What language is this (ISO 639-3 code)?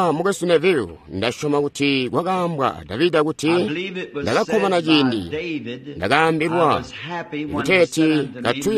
toi